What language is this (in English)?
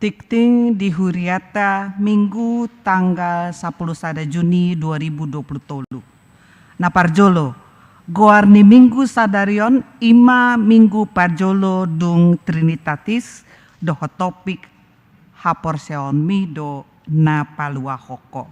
Batak Toba